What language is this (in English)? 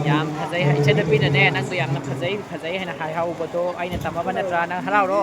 Manipuri